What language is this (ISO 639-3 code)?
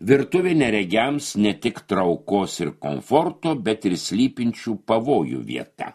lit